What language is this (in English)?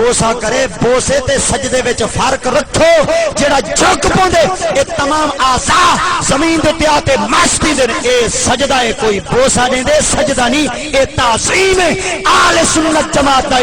Saraiki